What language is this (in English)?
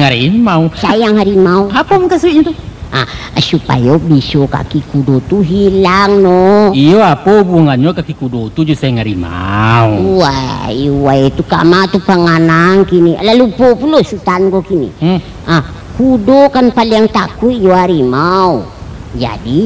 Minangkabau